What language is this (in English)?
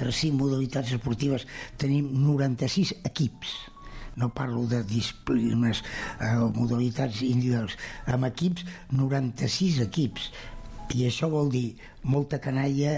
Catalan